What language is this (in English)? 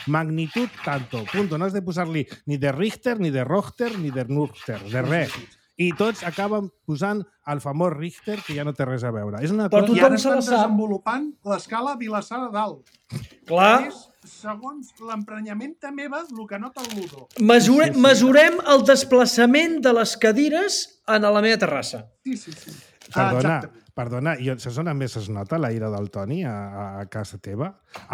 Catalan